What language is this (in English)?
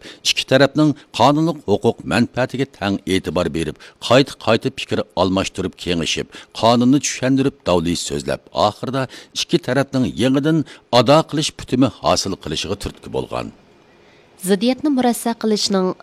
Uyghur